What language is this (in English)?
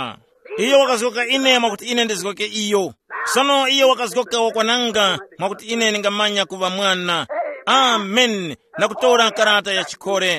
Tumbuka